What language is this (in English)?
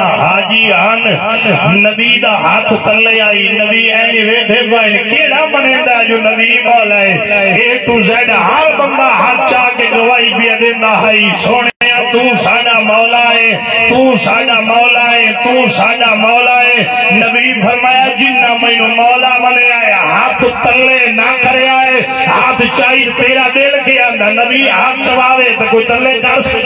Saraiki